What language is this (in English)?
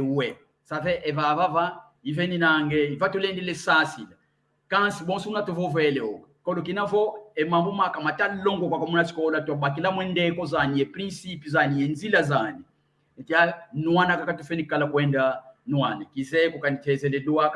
San Salvador Kongo